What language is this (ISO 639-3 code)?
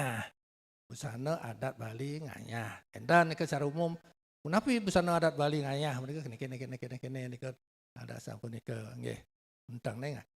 ban